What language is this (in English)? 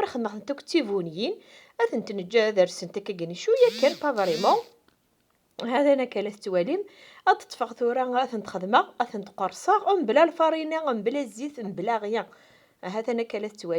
Kabyle